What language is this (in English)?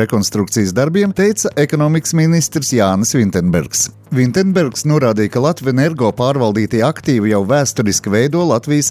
Latvian